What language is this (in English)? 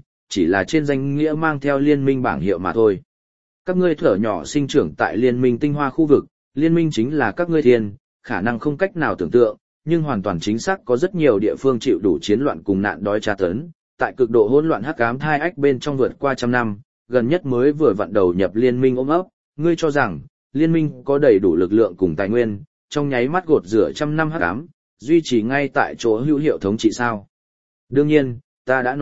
Vietnamese